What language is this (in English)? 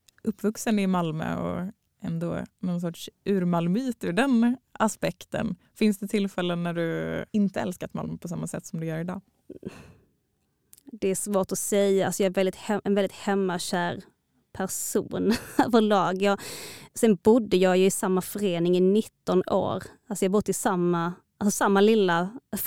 Swedish